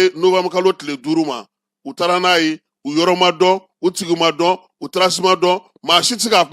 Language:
Bambara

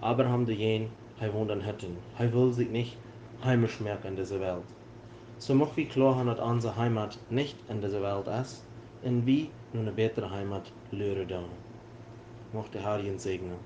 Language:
Plautdietsch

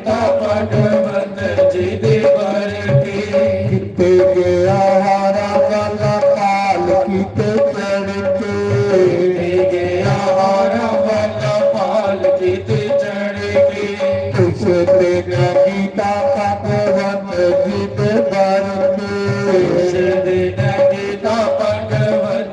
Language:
Dogri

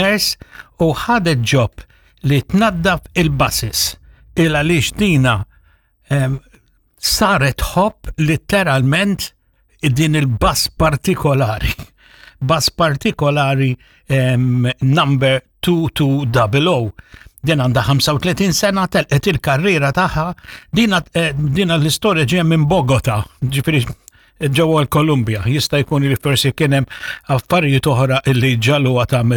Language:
Maltese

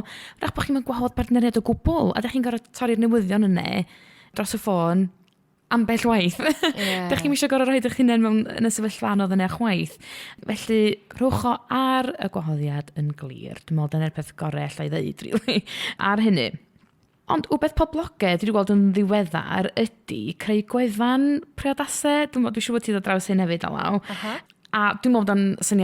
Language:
Welsh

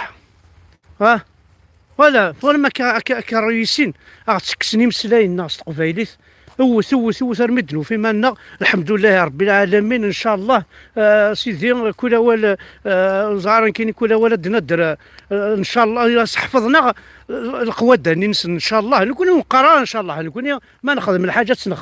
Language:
Kabyle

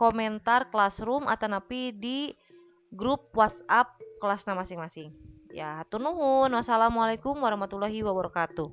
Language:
Sundanese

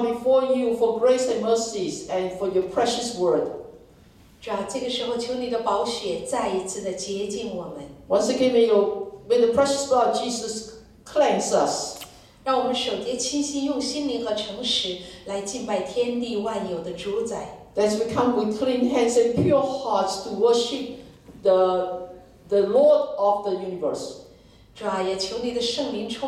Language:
Chinese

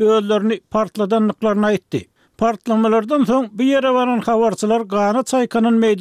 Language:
Turkmen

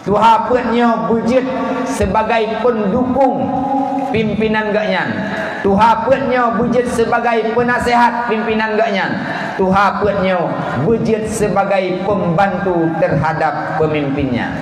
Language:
Achinese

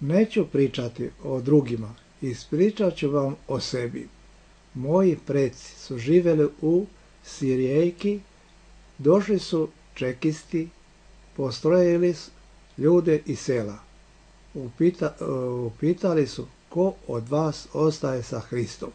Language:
Serbian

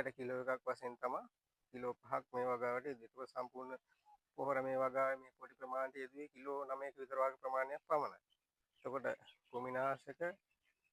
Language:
Sinhala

